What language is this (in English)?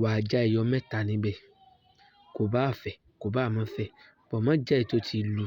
Yoruba